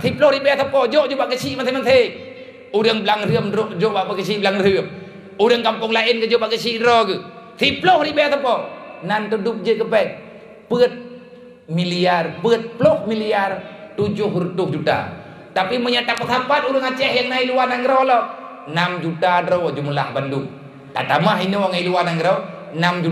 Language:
Achinese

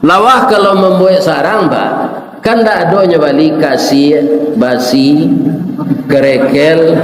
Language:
Minangkabau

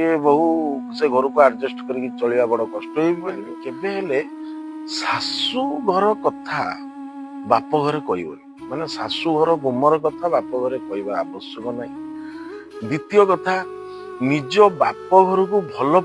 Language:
Odia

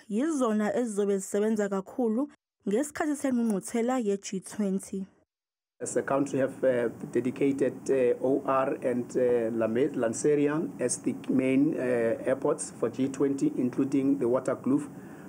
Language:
Zulu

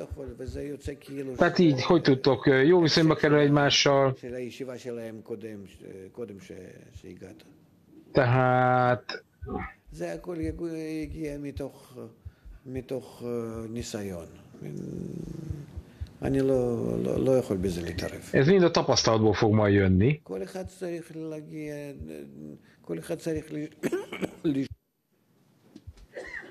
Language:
Hungarian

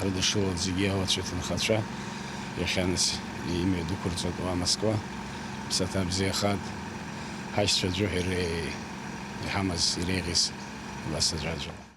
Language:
Abkhazian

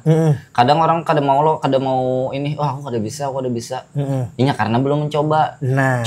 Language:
Banjar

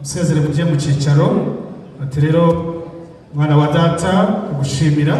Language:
Kinyarwanda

